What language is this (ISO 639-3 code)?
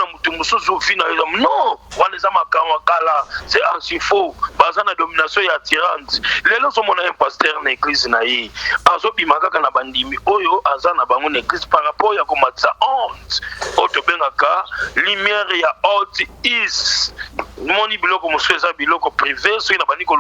lin